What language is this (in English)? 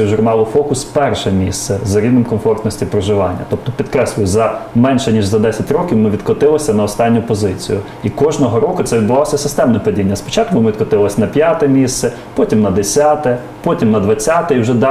Ukrainian